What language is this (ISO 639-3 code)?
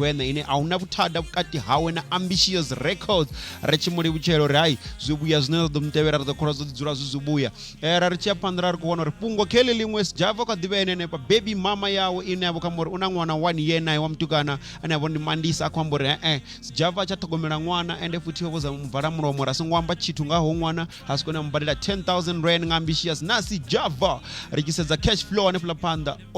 ven